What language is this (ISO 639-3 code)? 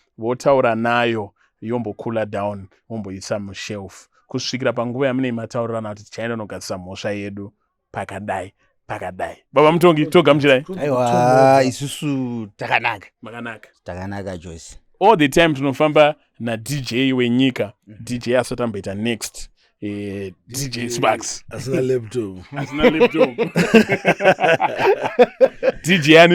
sna